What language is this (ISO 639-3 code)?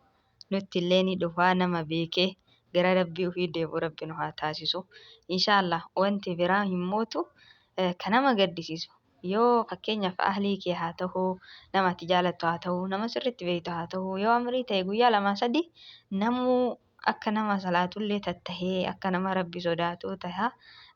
orm